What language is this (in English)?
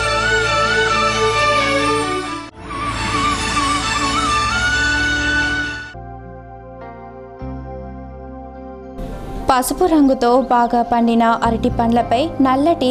Telugu